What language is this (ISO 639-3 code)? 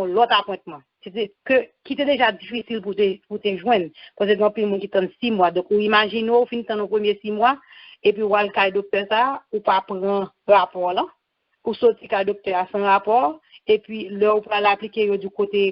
hat